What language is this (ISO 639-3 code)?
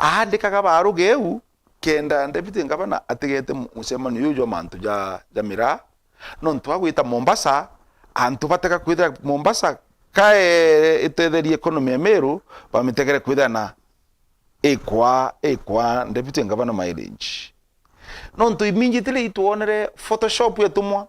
mer